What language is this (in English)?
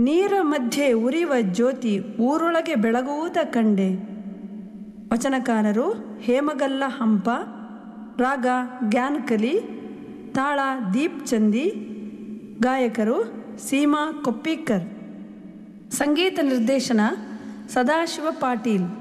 Kannada